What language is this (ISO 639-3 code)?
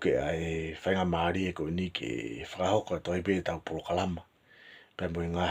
ton